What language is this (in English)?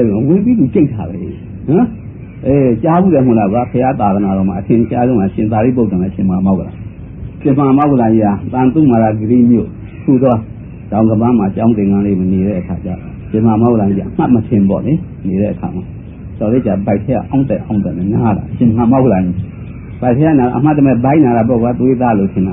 Burmese